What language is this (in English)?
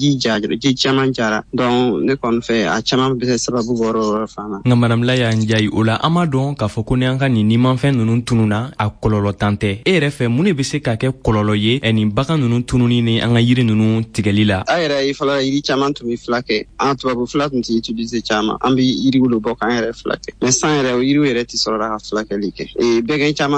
Bambara